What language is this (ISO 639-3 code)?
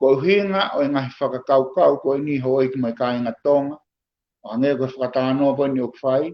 ton